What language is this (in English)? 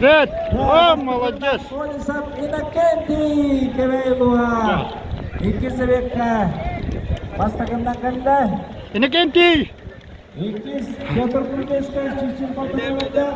Yakut